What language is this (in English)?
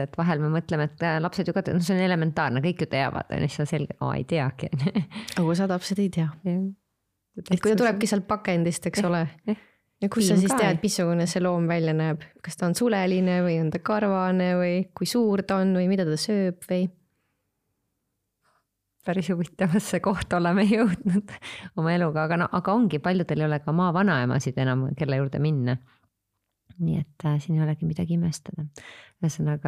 Estonian